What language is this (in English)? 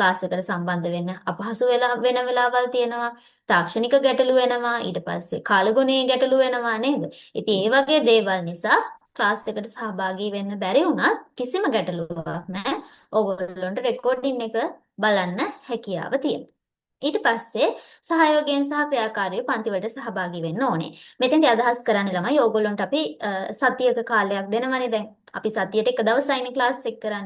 Sinhala